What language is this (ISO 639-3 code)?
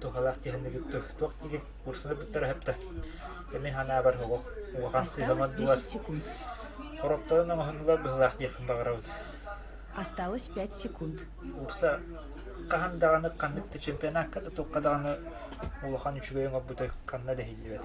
sah